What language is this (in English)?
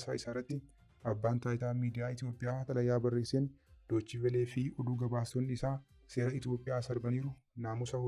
Oromo